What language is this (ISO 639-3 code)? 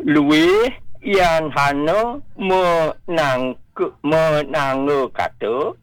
ban